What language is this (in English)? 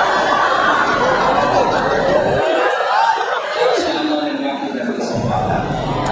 Indonesian